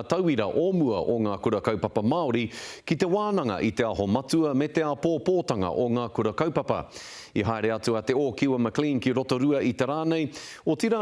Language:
Māori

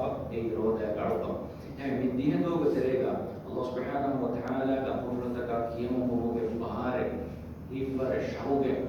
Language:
Divehi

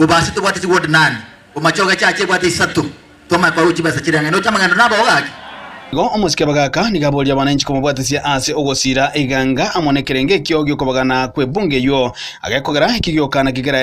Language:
Gusii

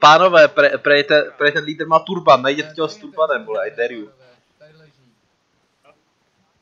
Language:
Czech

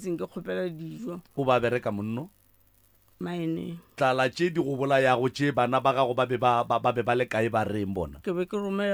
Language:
Northern Sotho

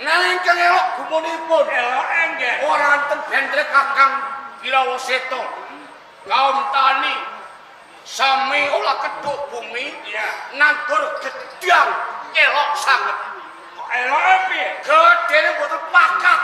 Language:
Javanese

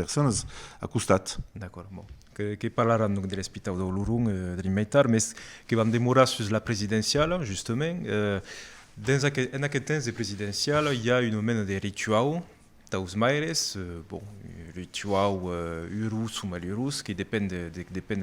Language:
Occitan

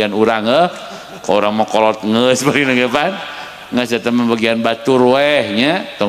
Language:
Sundanese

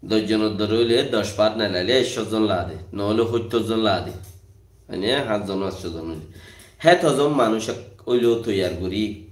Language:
Rohingya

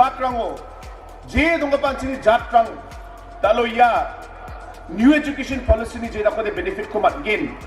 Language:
Garo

